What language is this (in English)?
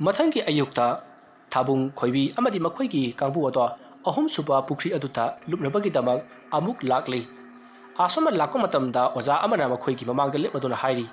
Manipuri